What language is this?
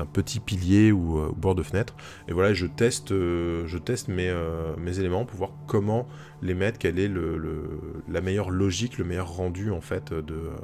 French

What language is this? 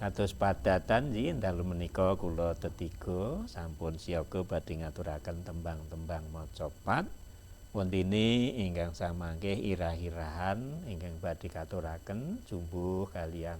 Javanese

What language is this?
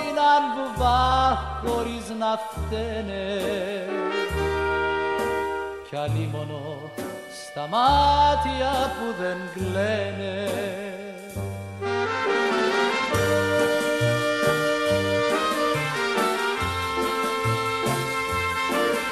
Greek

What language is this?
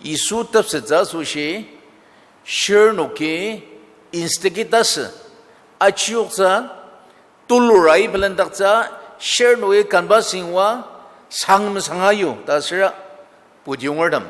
Ao Naga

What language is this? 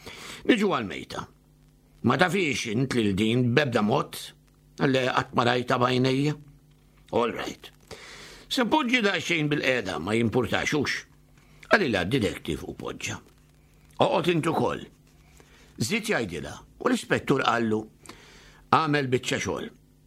Maltese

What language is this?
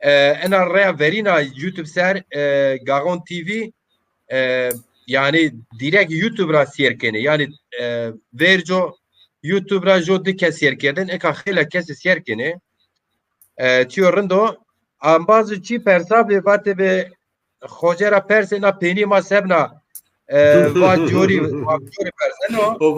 Zaza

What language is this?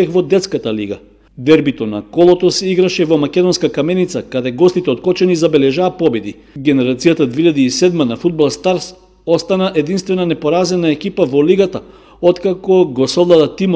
Macedonian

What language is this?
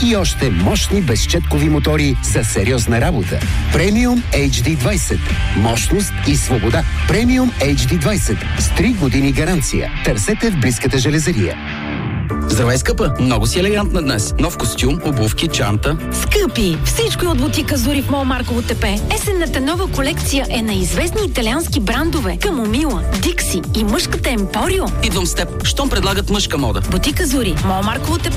Bulgarian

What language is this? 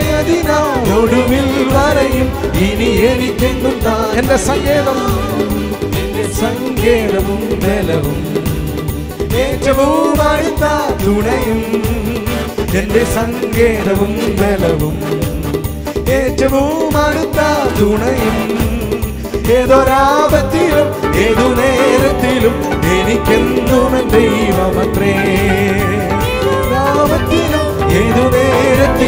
Malayalam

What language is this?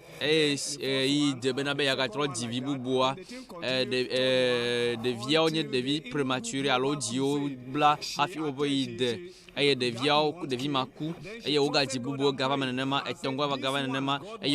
Ewe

